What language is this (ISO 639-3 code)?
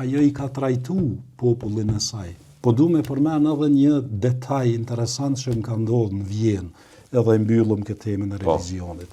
sqi